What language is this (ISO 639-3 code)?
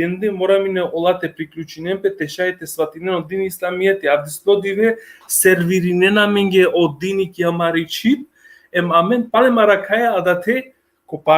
rmn